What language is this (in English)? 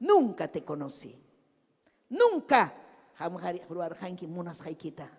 Ayacucho Quechua